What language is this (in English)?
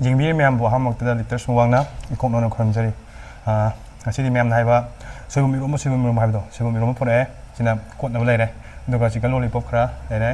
Manipuri